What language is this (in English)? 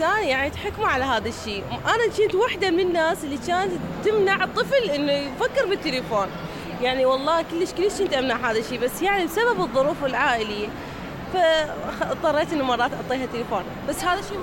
Mesopotamian Arabic